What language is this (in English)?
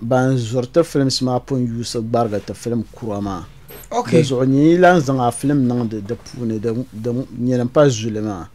Dagbani